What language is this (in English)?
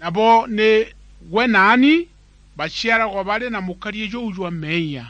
Meru